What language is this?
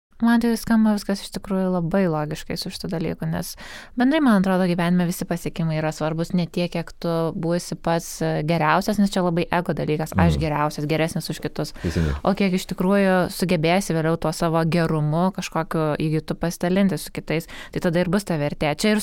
Lithuanian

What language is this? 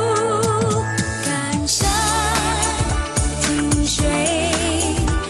Chinese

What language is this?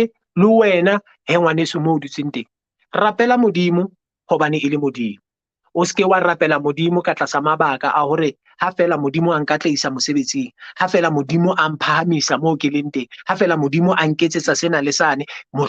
Southern Sotho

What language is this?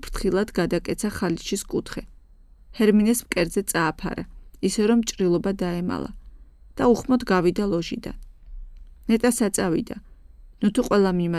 Georgian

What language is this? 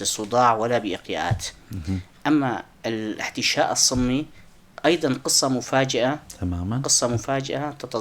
North Levantine Arabic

